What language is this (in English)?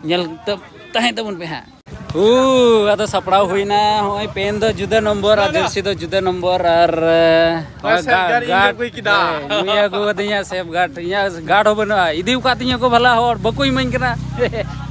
Santali